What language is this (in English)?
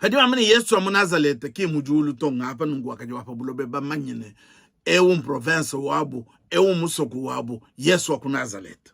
Luba-Lulua